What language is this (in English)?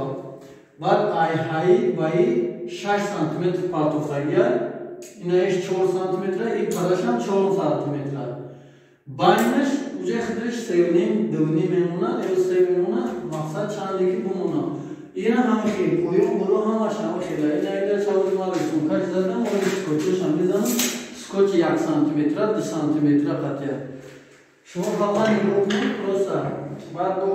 Tajik